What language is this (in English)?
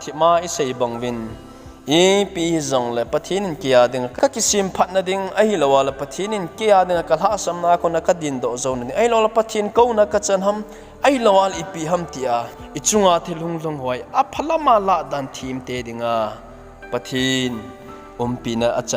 Thado Chin